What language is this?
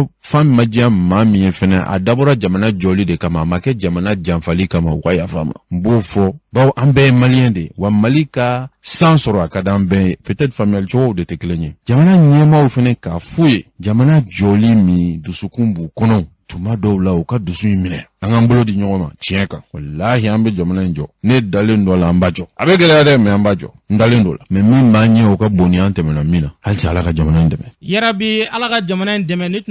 Bambara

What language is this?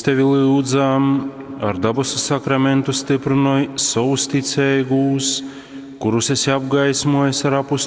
Latgalian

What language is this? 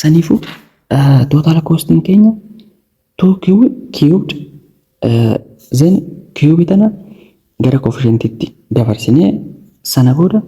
Oromo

